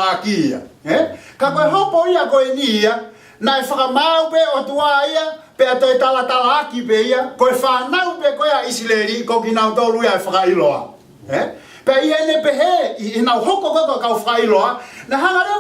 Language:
Tongan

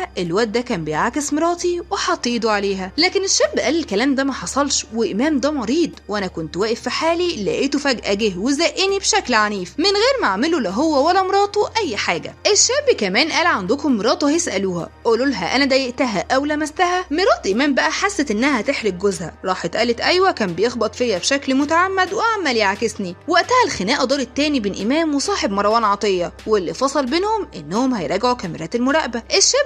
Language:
Egyptian Arabic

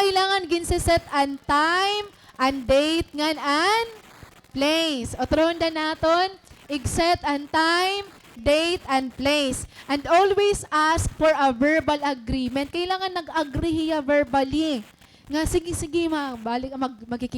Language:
Waray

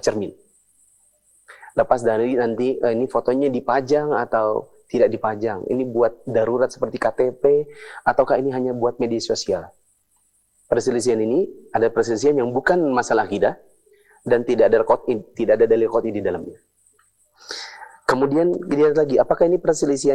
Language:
Indonesian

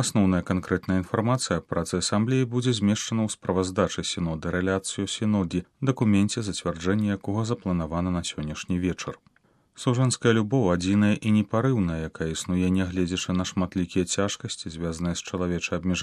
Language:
Belarusian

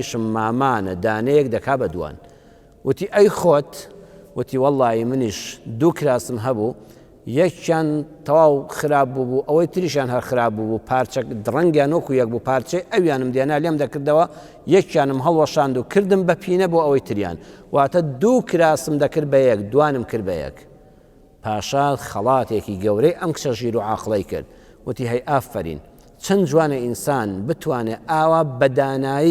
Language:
Central Kurdish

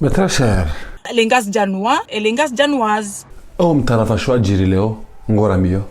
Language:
Ngazidja Comorian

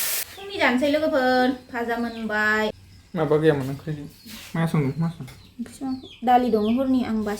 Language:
Bodo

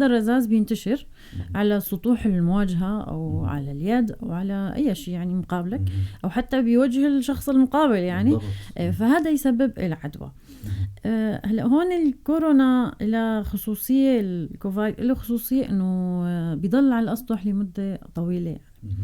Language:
North Levantine Arabic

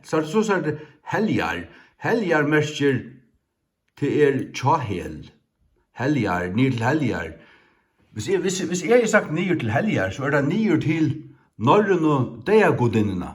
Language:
Faroese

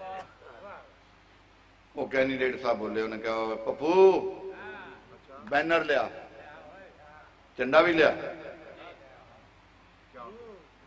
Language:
Urdu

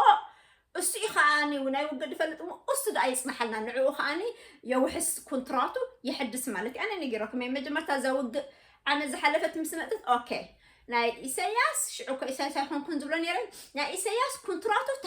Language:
Tigrinya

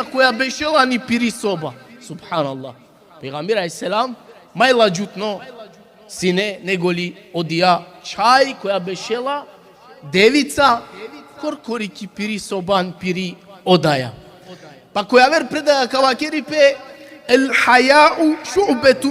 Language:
Balkan Romani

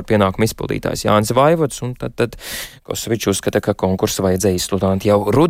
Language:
Latvian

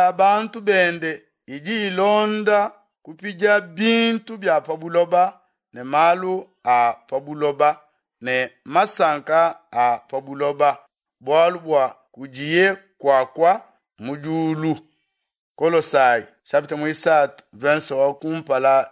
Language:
Luba-Lulua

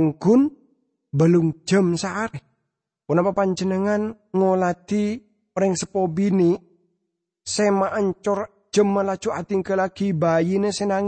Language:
Madurese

